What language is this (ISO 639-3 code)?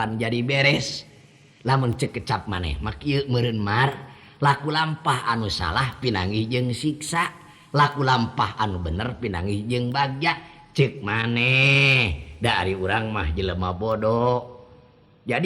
sun